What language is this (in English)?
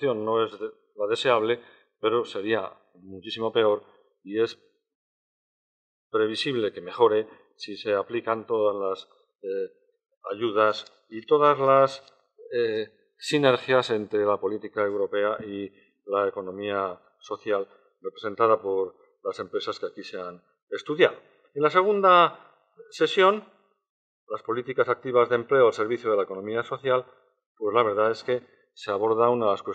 Spanish